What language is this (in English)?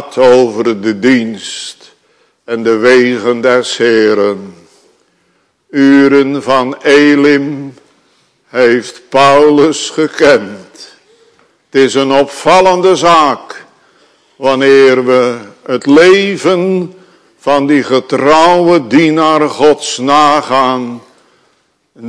Dutch